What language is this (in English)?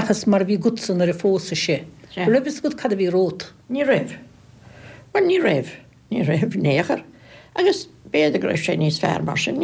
Irish